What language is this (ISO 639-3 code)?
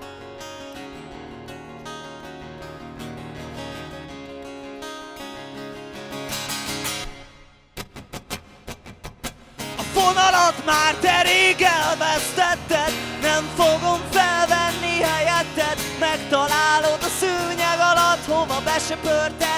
hun